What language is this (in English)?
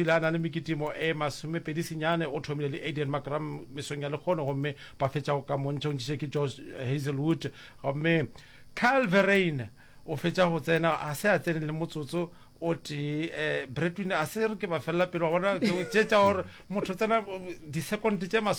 Northern Sotho